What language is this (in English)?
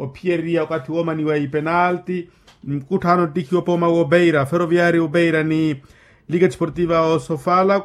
Makhuwa